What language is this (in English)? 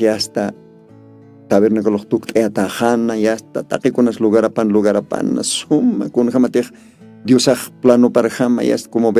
Aymara